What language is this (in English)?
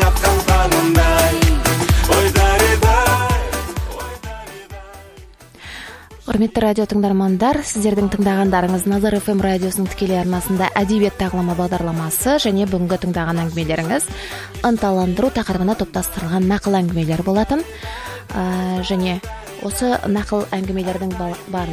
Kazakh